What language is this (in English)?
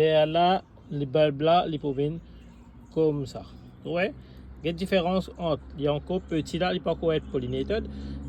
Morisyen